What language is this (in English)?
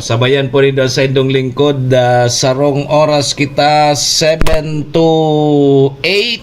Bikol